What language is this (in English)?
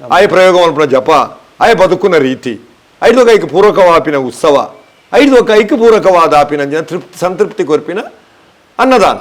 Tulu